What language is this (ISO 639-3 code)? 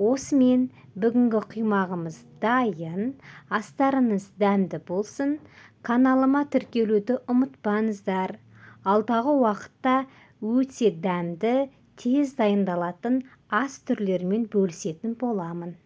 kaz